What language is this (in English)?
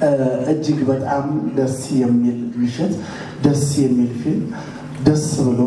Amharic